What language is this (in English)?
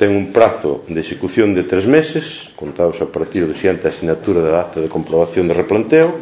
Galician